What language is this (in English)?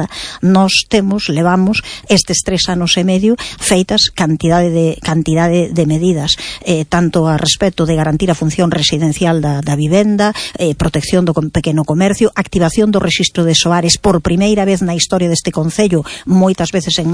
Galician